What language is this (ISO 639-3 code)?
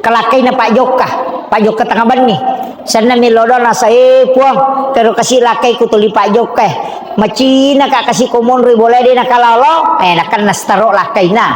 bug